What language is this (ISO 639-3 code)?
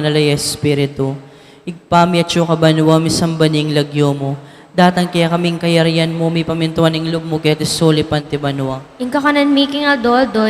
pam